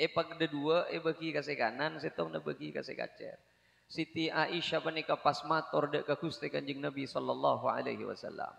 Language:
Madurese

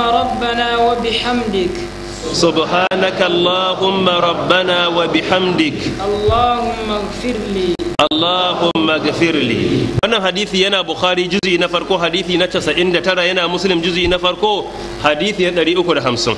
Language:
Hausa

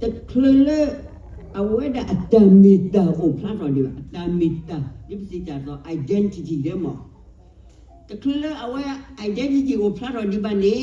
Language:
S'gaw Karen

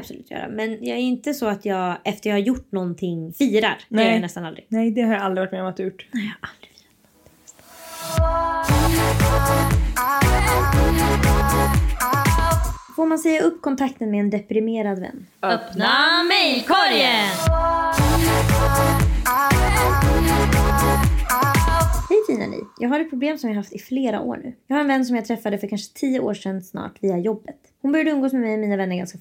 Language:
Swedish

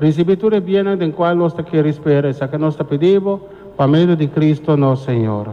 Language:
Papiamento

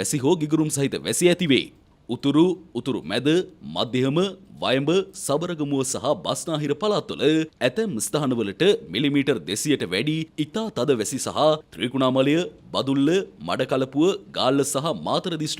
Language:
Sinhala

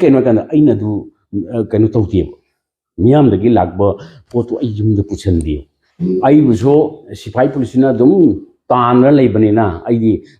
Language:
Manipuri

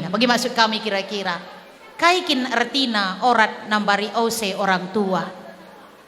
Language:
Batak Karo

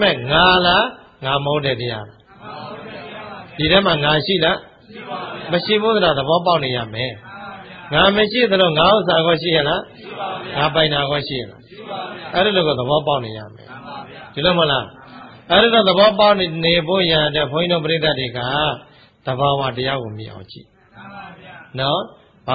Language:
Burmese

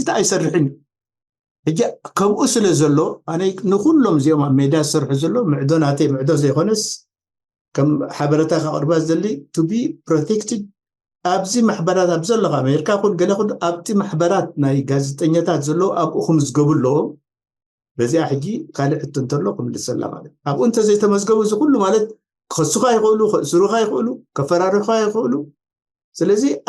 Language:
Tigrinya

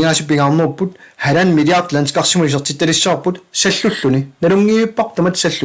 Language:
Kalaallisut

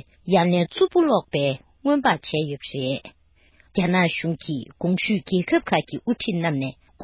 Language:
Tibetan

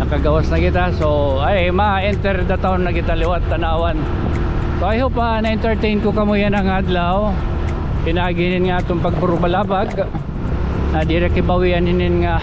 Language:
Waray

